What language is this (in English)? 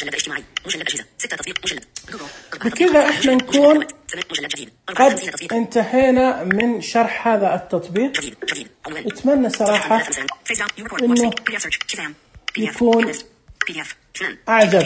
Najdi Arabic